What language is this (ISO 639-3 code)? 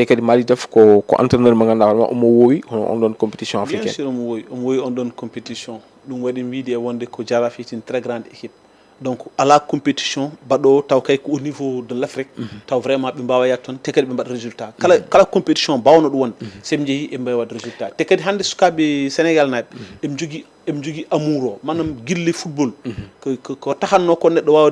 ful